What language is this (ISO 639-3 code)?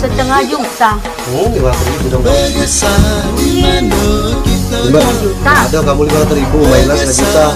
mui